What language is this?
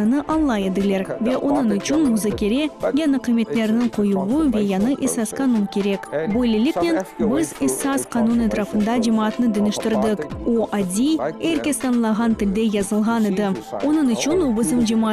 Crimean Tatar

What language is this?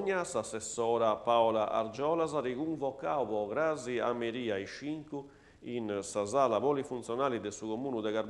Sardinian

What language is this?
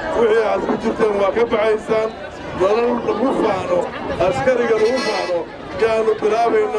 Somali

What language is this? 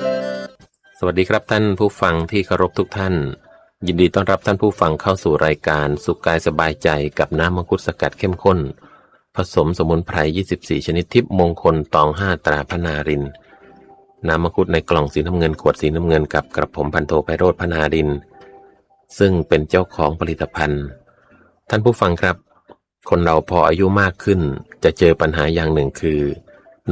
Thai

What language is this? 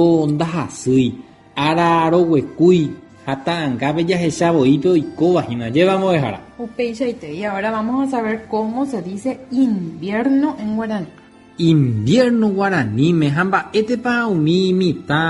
Guarani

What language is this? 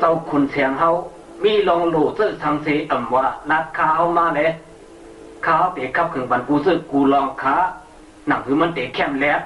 Shan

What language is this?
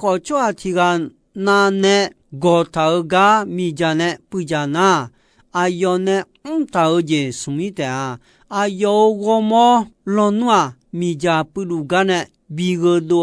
Akha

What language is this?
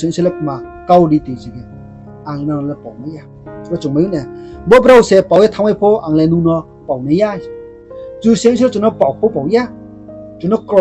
Riang (India)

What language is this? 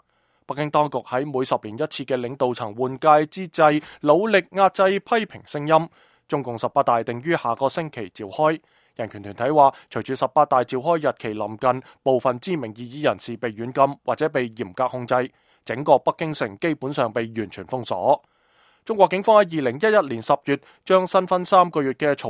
Cantonese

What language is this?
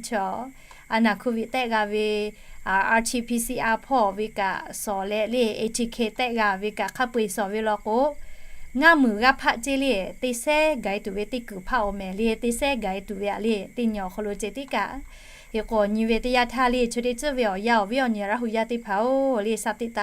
Lahu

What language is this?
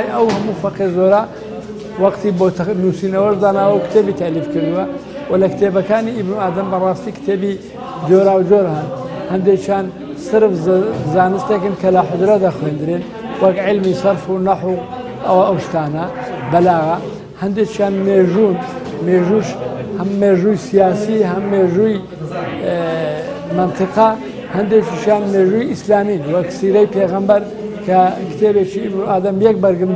Central Kurdish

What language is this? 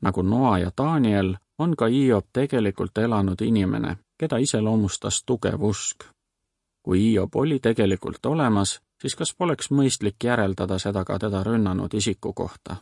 Estonian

